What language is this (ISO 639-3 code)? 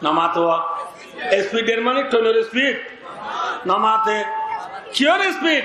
rhg